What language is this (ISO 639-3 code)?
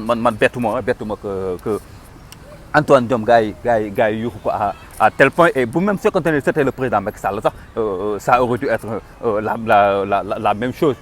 wol